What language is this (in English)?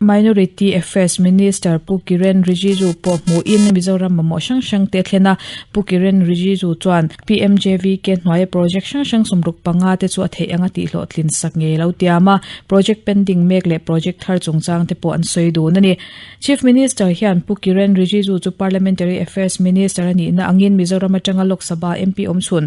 Mizo